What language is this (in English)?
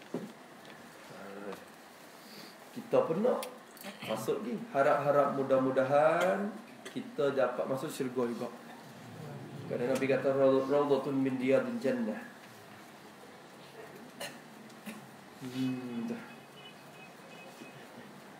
Malay